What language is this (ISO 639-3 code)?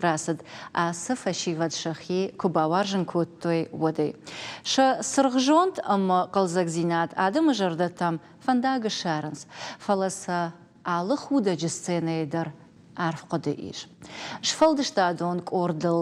oss